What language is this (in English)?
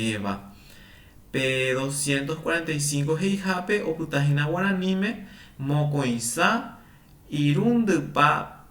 Guarani